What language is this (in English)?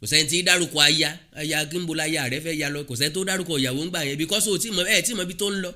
Yoruba